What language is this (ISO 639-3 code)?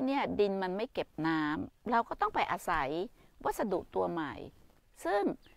tha